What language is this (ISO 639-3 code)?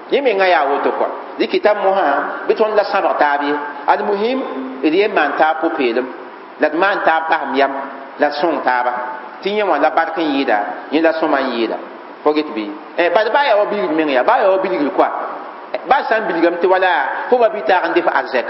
mos